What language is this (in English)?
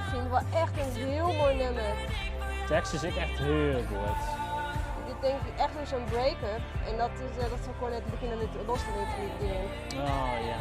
Western Frisian